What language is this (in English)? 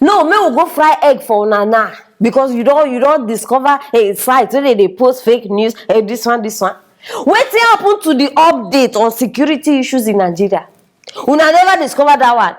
Nigerian Pidgin